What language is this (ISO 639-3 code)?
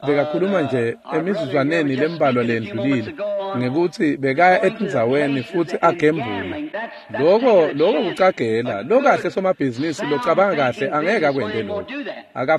ssw